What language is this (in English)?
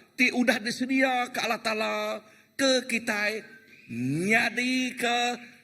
Iban